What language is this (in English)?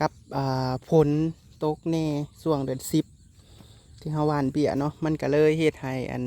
Northeastern Thai